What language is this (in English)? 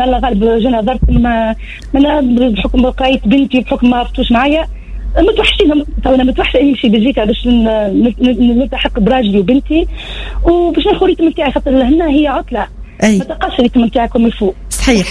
Tunisian Arabic